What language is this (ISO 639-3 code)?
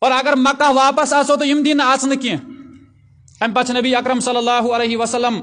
kas